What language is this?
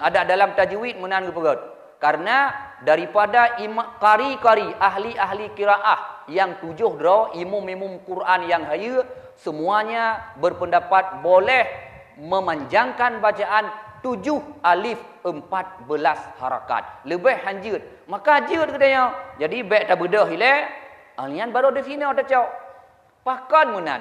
Achinese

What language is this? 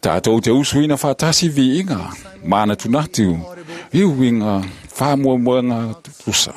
Samoan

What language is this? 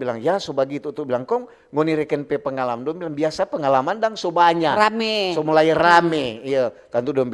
Manado Malay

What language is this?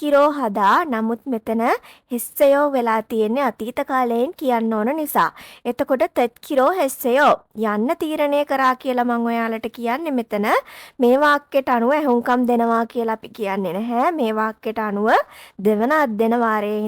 Sinhala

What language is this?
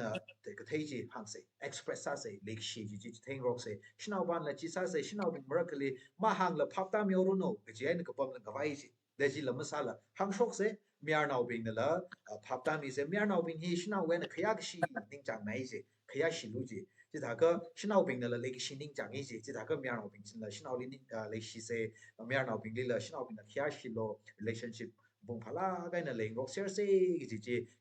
Tangkhul Naga (India)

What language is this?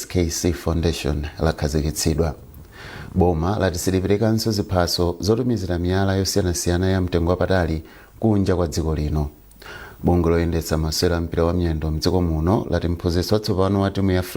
Nyanja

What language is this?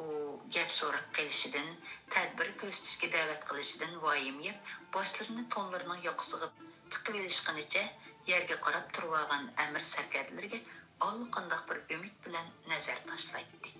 Uyghur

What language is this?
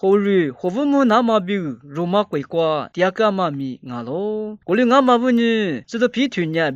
Lisu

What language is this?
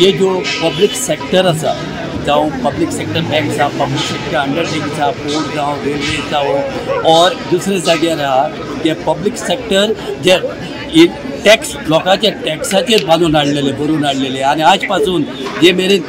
Konkani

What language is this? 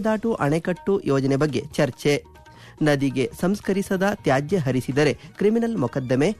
Kannada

